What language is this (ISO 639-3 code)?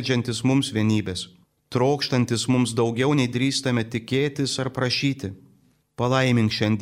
lit